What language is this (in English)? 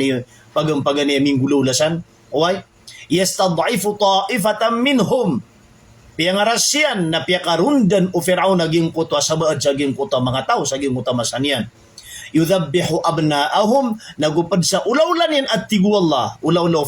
Maranao